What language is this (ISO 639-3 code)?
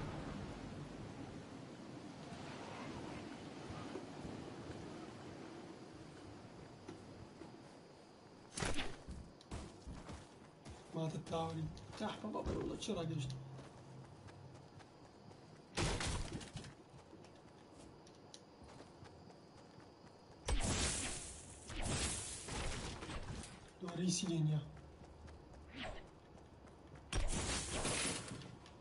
ckb